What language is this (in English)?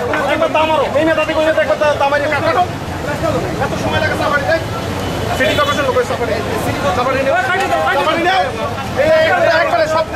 Sylheti